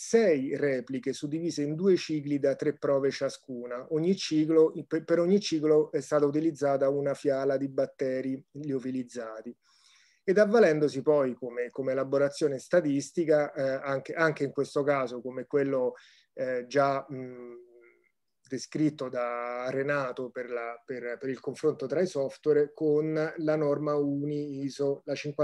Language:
Italian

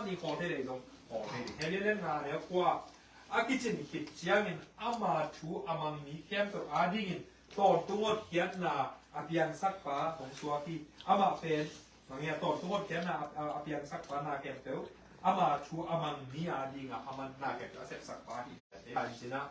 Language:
Tedim Chin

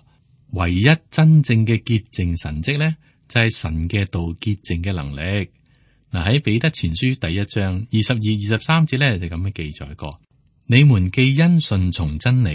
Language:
Cantonese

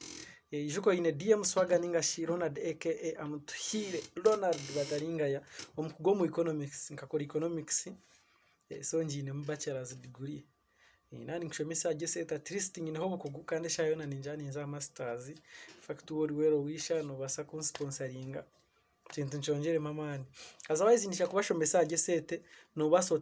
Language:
Nyankole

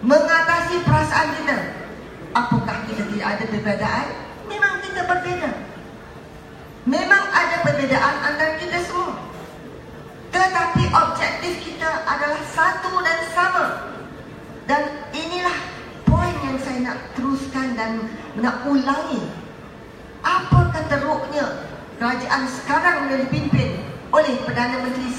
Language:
Malay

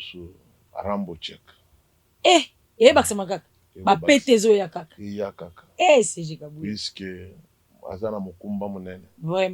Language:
Lingala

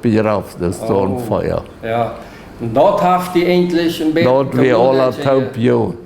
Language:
Plautdietsch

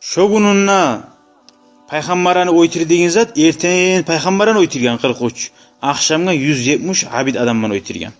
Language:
Kumyk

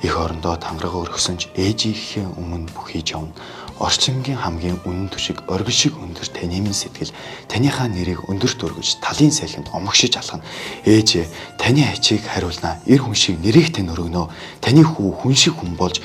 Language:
Mongolian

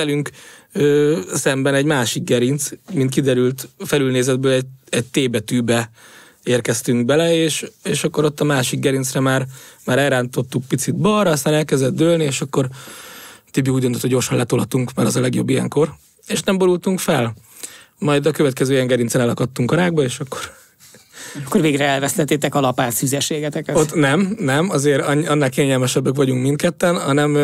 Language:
Hungarian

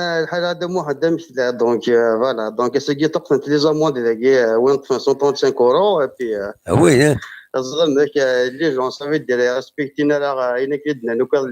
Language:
Kabyle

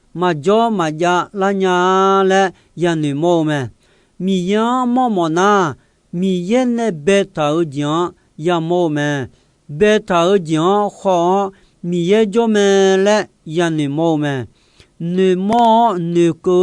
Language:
Akha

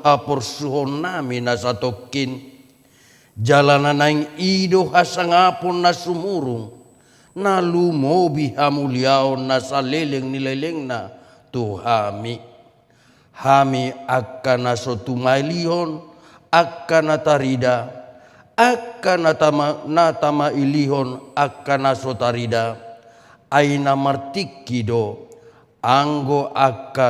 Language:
Batak Toba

